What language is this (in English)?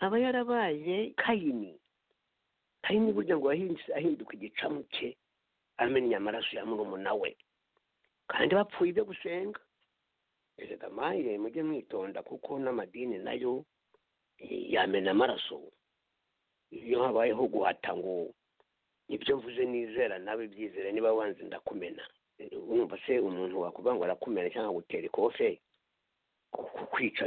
Kinyarwanda